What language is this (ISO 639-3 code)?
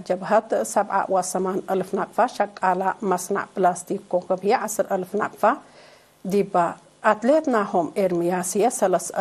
tig